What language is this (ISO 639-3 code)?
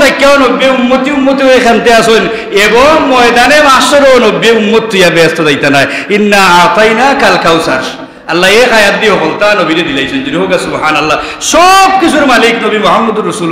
syl